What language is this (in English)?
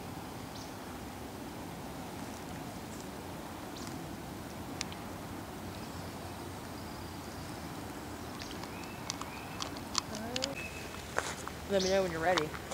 English